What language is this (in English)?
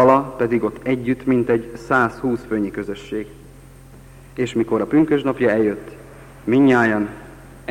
Hungarian